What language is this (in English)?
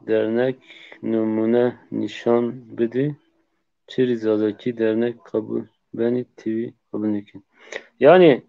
Zaza